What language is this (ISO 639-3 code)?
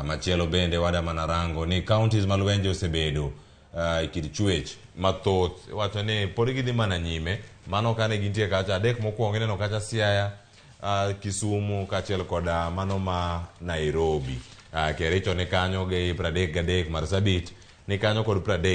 luo